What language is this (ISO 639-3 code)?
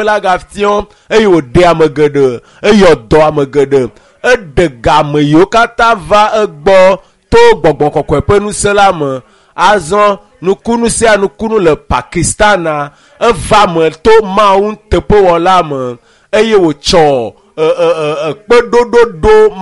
ewe